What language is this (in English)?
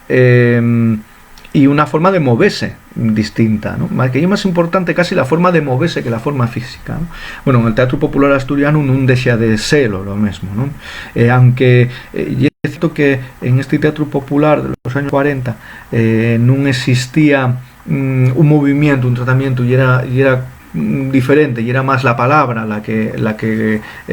Asturian